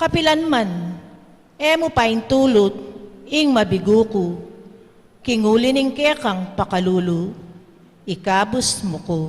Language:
Pampanga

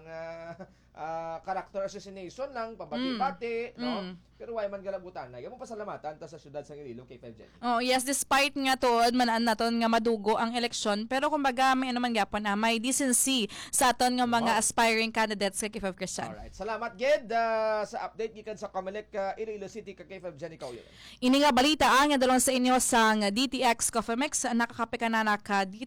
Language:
Hiligaynon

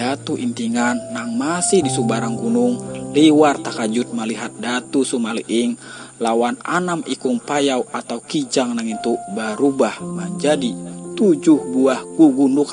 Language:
Banjar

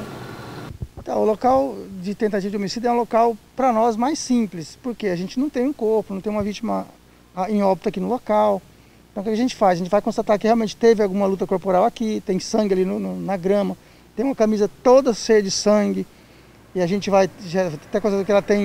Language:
Portuguese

